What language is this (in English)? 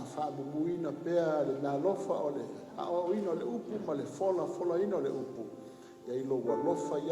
Samoan